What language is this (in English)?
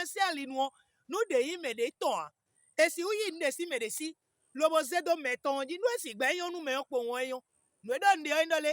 Fon